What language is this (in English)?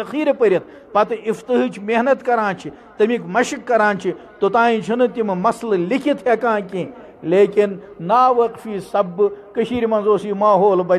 Kashmiri